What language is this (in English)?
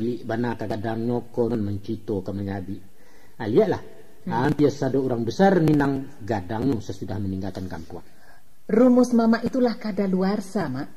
Minangkabau